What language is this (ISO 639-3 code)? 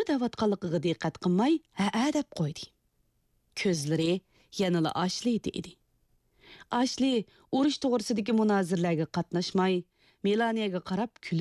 uig